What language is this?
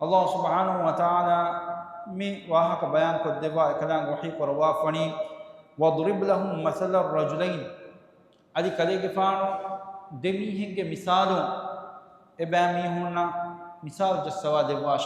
Divehi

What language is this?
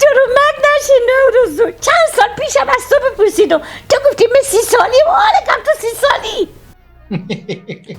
Persian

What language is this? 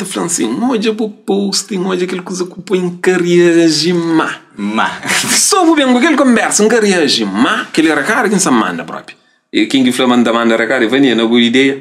Kabuverdianu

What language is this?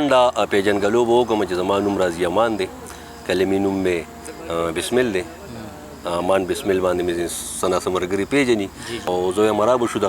Pashto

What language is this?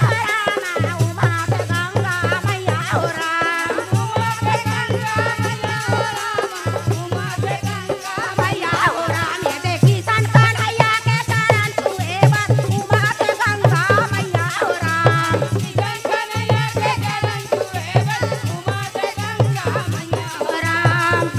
Chhattisgarhi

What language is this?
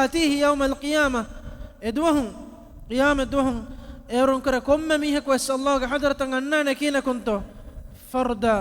Divehi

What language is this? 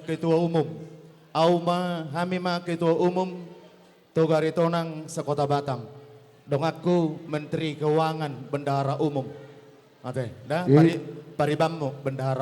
Batak Toba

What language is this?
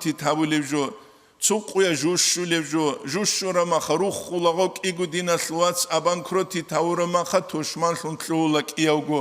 Avaric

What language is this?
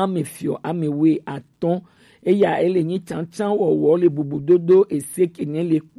Gen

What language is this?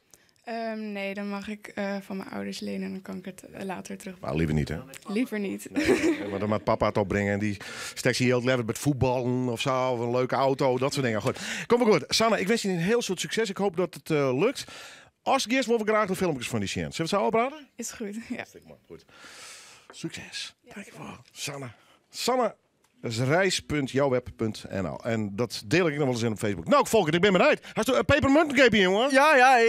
Western Frisian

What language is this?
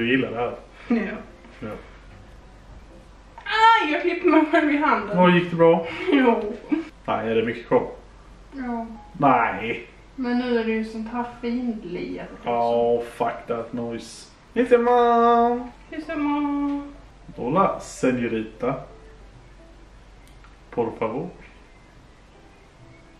Swedish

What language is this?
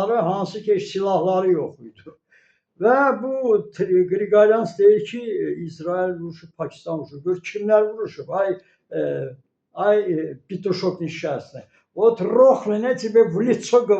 Azerbaijani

